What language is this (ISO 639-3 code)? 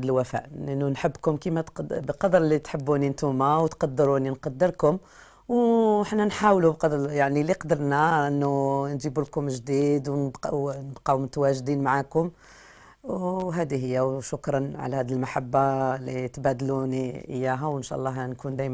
arq